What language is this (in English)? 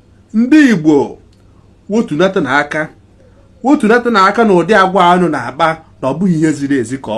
Igbo